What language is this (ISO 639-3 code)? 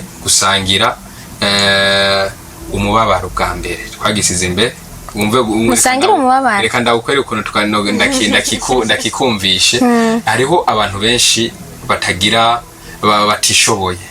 run